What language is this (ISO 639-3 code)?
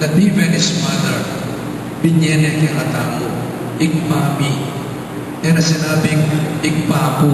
pam